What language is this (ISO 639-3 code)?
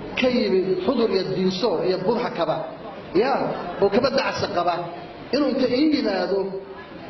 som